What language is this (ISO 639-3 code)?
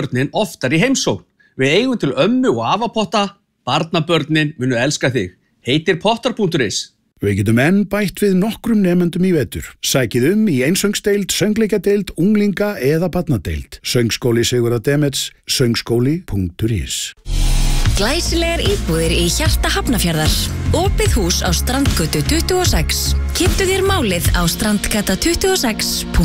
isl